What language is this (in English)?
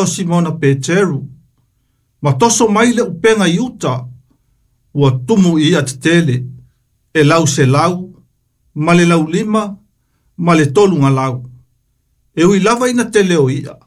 Samoan